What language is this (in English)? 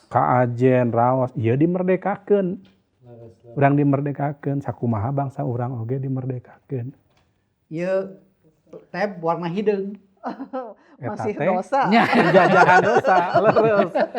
Sundanese